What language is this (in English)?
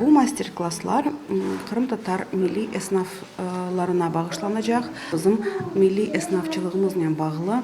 Crimean Tatar